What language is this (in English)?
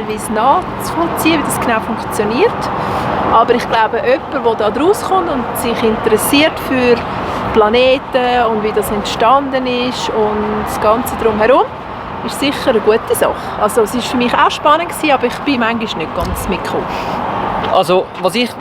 Swiss German